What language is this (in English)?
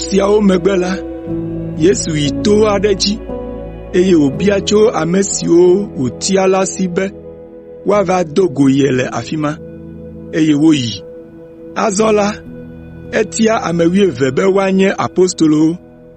Ewe